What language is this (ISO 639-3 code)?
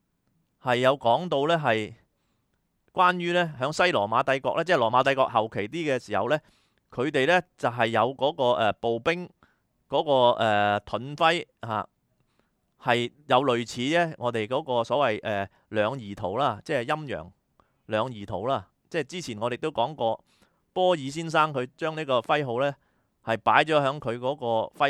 yue